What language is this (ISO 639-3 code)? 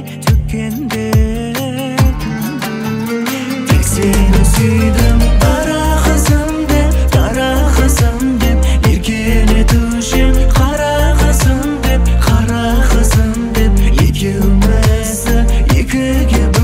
kaz